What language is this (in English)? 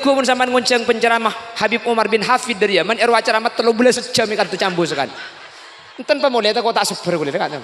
Madurese